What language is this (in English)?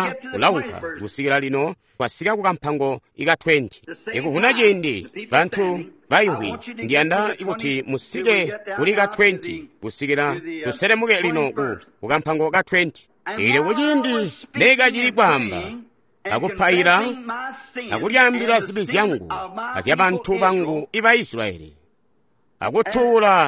Tonga (Zambia)